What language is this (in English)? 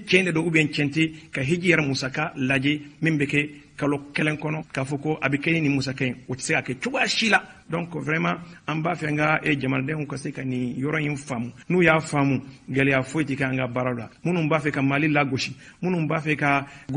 Bambara